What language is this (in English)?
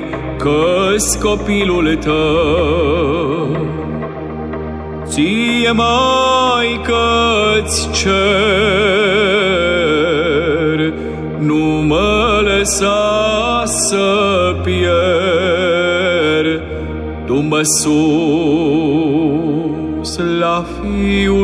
Romanian